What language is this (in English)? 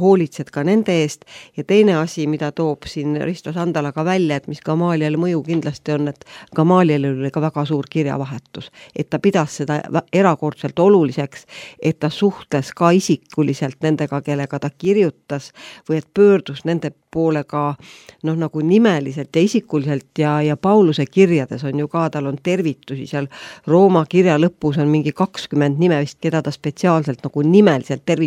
Estonian